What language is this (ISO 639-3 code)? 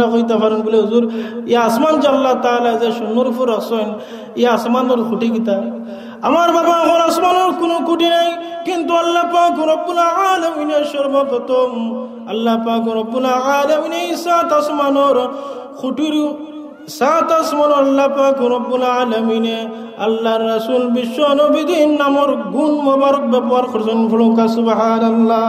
syl